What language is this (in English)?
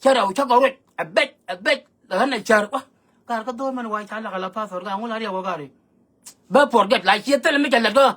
Nuer